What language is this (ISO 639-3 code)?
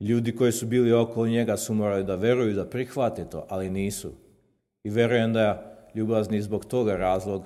srp